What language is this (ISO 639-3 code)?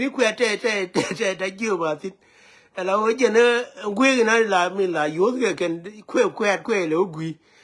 nus